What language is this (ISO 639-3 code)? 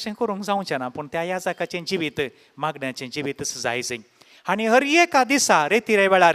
kok